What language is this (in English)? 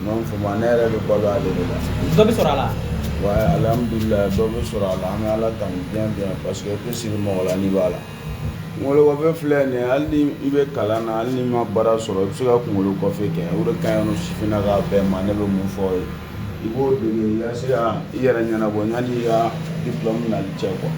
Bambara